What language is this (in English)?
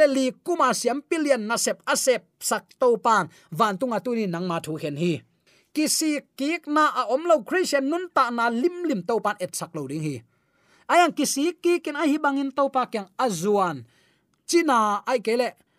Tedim Chin